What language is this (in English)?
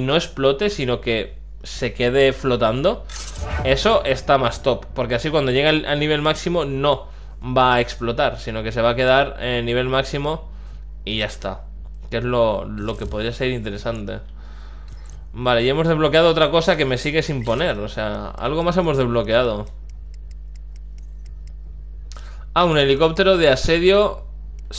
Spanish